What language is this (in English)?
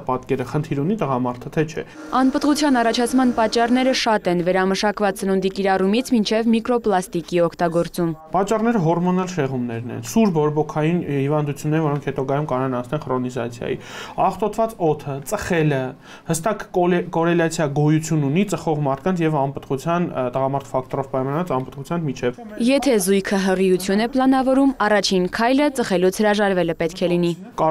Armenian